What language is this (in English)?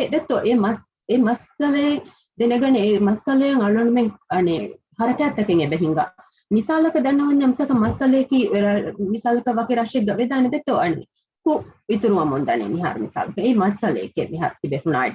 Divehi